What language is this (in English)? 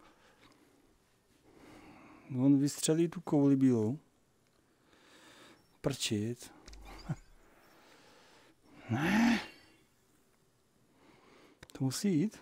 Czech